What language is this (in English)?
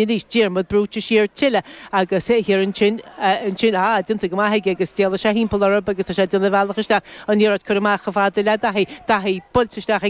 Irish